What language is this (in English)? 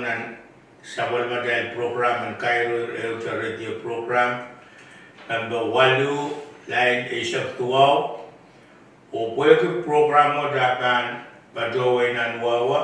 Pohnpeian